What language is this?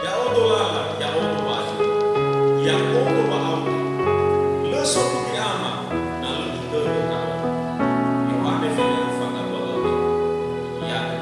Nias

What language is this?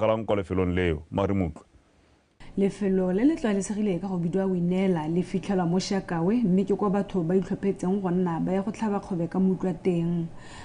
Tswana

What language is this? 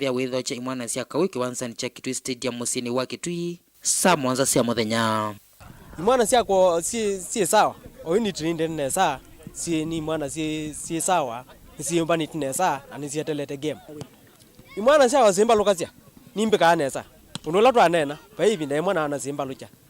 Kamba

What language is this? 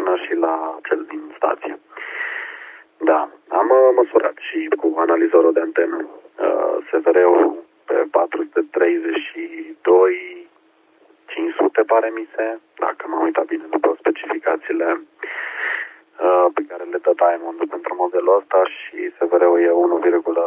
Romanian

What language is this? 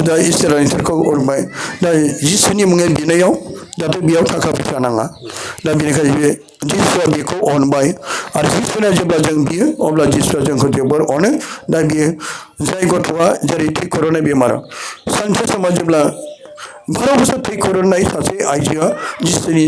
Bodo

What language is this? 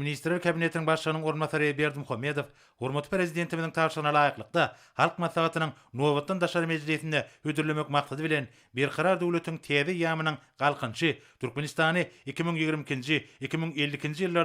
Turkmen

